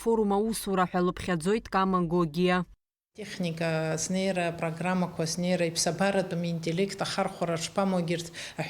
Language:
Abkhazian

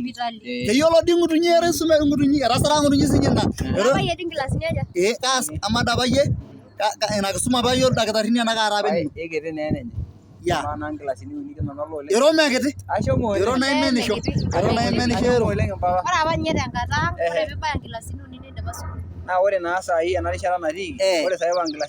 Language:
Masai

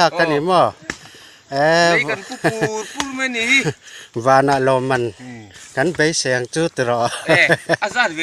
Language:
Mizo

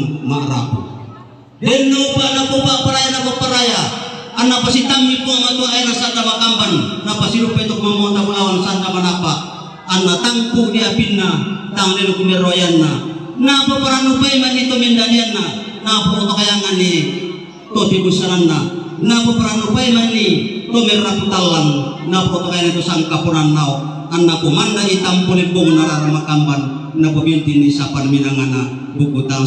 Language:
Toraja-Sa'dan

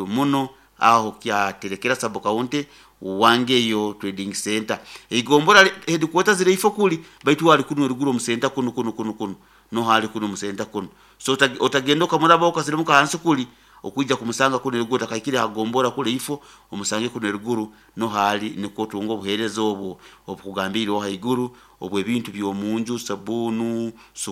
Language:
Nyoro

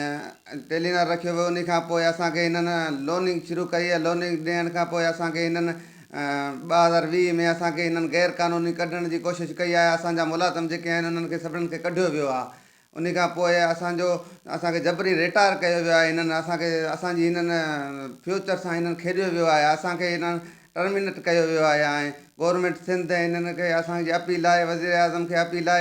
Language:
Sindhi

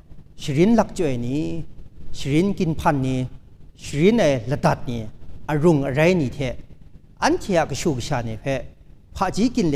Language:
Kachin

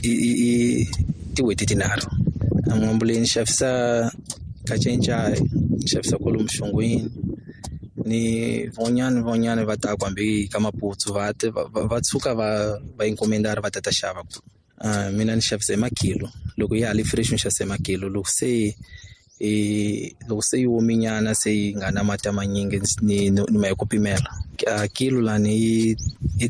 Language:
Tsonga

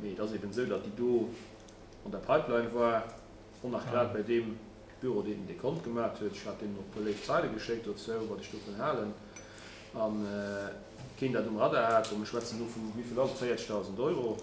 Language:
Luxembourgish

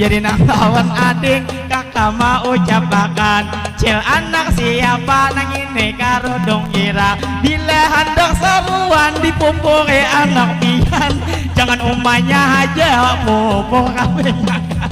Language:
Banjar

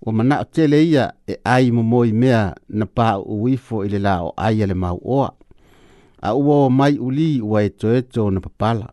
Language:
Samoan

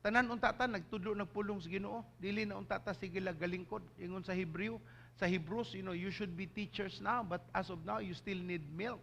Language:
Cebuano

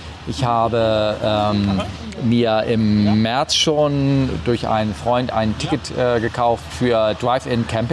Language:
German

